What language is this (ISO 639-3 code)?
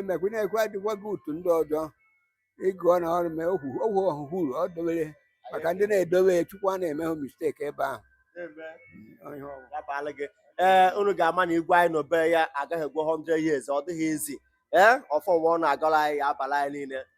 ibo